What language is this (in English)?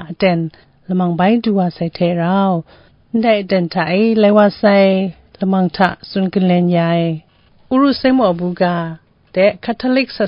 Kachin